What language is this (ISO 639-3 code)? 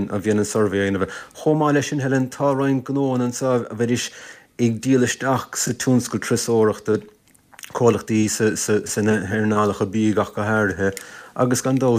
gle